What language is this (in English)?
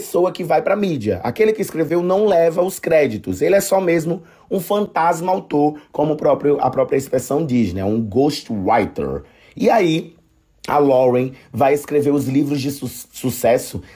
Portuguese